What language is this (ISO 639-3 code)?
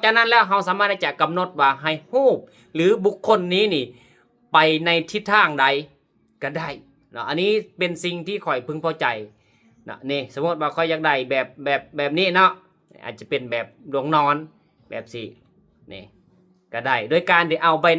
lao